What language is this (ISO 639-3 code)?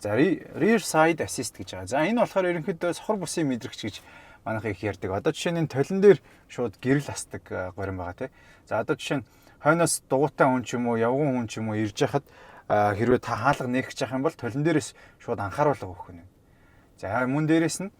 mon